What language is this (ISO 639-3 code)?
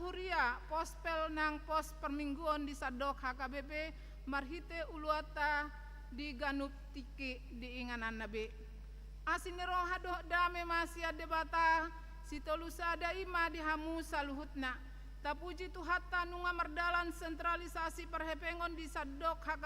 bbc